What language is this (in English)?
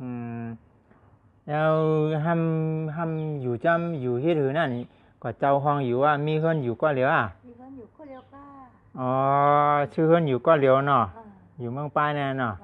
Shan